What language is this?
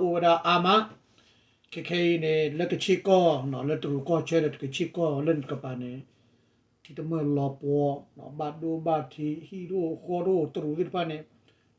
S'gaw Karen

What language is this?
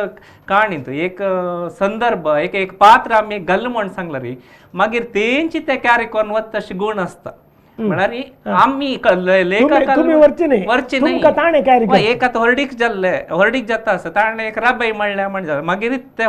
Konkani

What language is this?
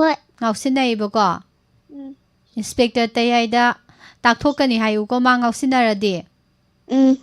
Manipuri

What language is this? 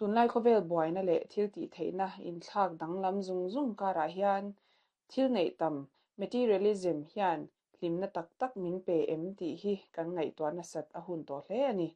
Mizo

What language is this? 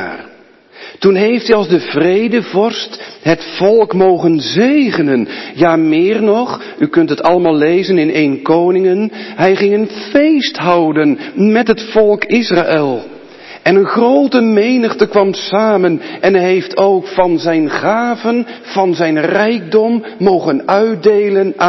Dutch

